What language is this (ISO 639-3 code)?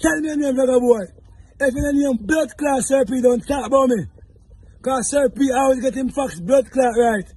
jam